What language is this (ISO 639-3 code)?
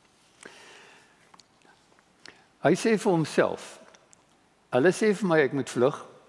afr